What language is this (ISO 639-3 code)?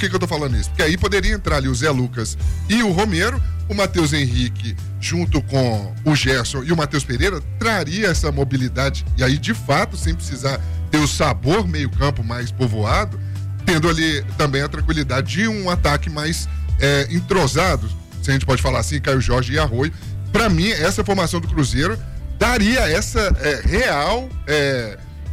por